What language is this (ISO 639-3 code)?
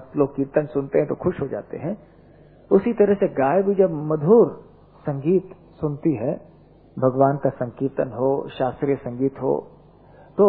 hin